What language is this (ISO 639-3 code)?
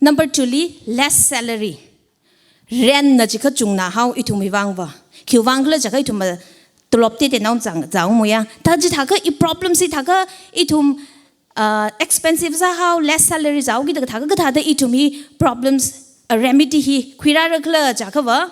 nmf